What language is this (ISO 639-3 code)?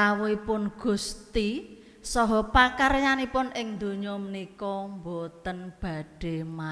jav